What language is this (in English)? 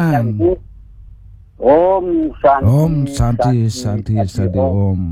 Balinese